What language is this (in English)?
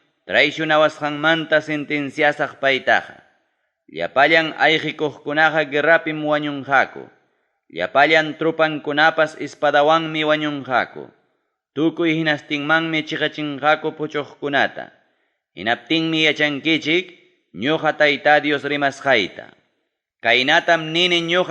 Ayacucho Quechua